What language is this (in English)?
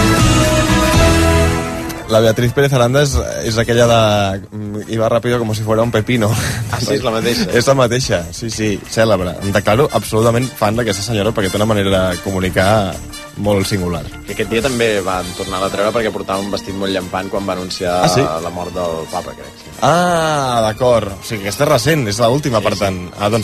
Catalan